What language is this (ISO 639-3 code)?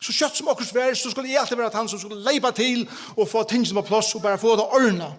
fao